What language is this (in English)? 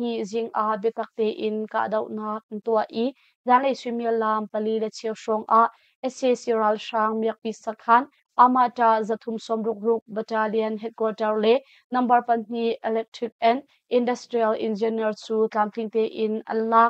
Hakha Chin